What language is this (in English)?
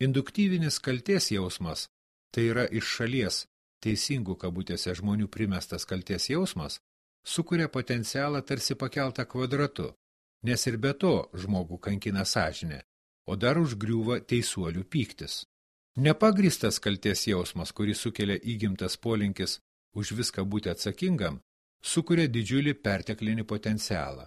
Lithuanian